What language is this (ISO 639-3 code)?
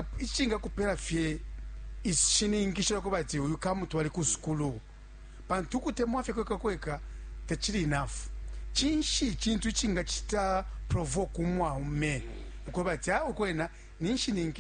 bem